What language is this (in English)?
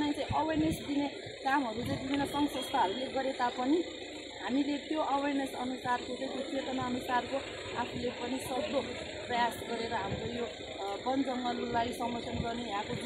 Nepali